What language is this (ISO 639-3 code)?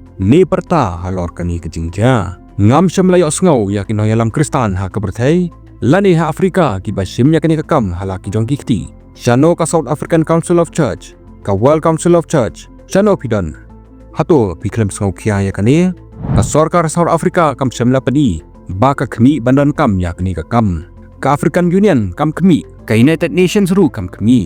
kha